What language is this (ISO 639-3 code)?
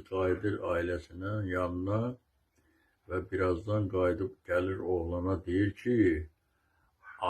aze